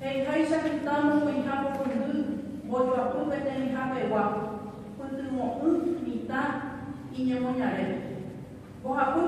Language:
Guarani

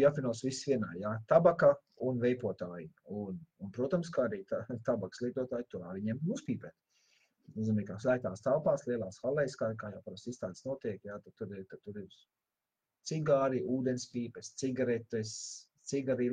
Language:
Latvian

